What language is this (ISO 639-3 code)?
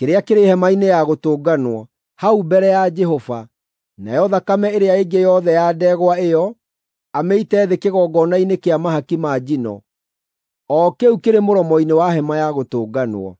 kik